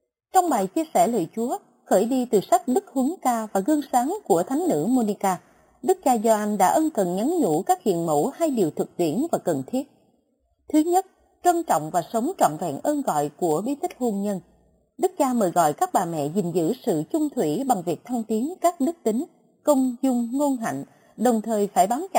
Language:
Vietnamese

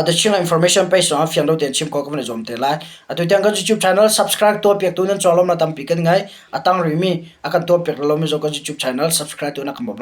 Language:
Hakha Chin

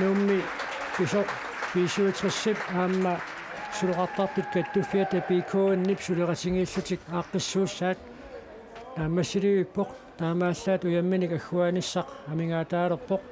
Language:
Kalaallisut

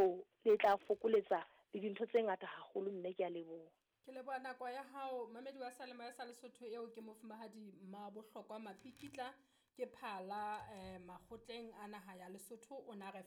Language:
Southern Sotho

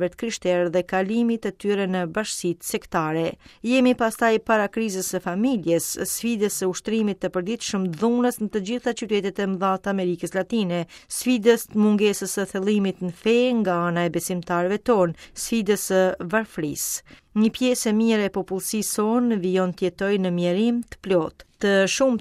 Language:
Albanian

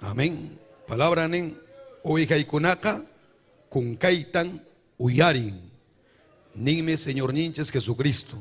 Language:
Ayacucho Quechua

